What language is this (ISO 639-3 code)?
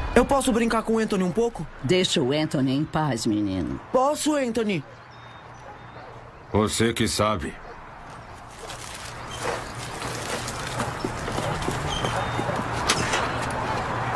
por